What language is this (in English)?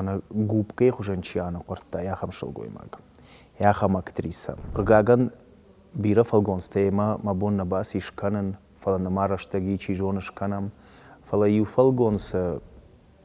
Ossetic